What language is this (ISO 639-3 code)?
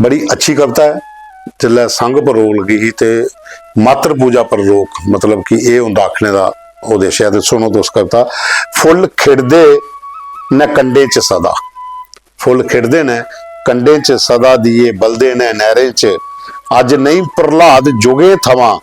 doi